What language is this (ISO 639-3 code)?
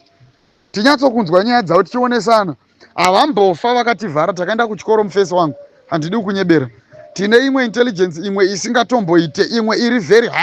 sna